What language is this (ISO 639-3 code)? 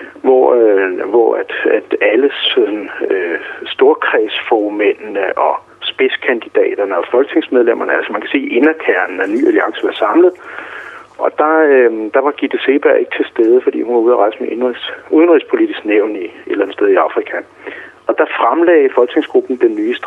dan